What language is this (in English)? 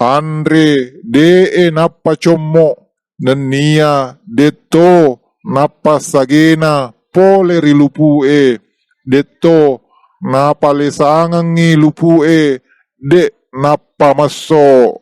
Buginese